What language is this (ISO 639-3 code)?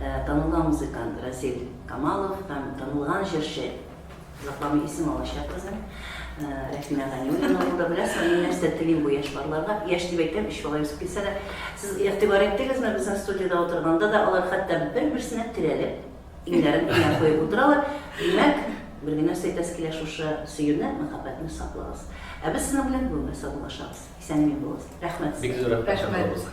tat